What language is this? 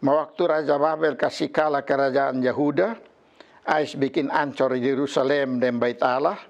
Kupang Malay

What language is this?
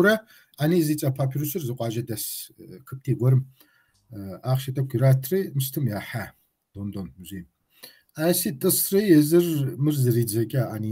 Kabardian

